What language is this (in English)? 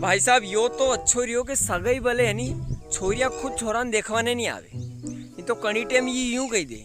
Rajasthani